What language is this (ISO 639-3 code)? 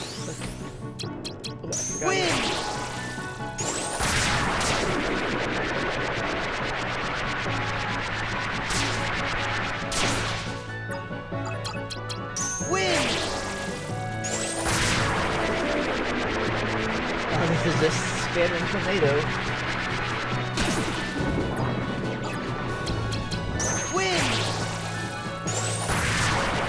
eng